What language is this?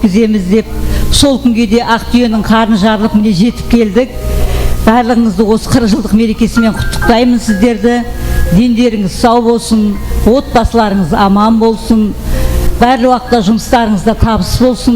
Kara-Kalpak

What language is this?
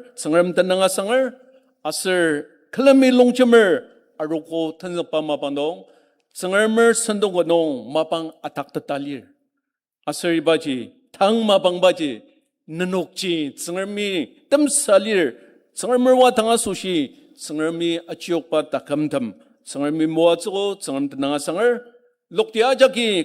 Ao Naga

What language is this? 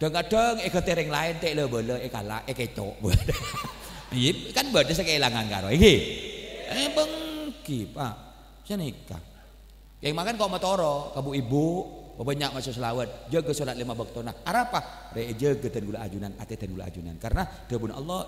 Madurese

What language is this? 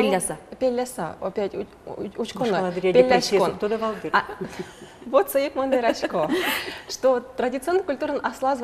Udmurt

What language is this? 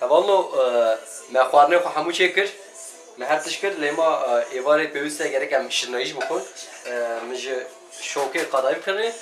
Kurdish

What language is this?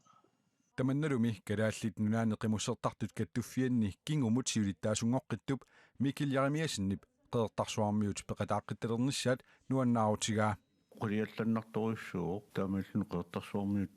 Kalaallisut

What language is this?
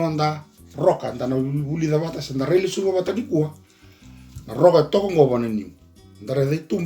Fijian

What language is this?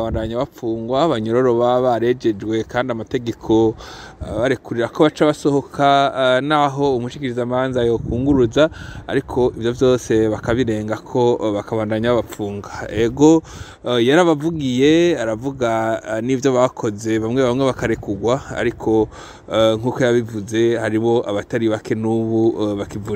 Rundi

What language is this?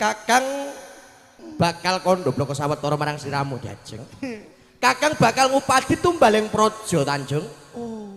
Javanese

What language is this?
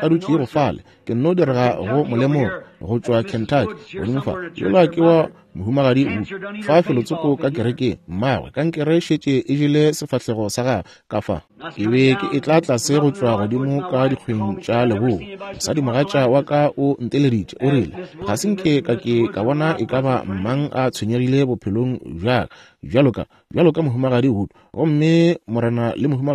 Northern Sotho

